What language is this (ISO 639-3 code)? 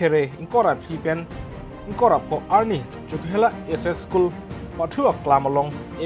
mjw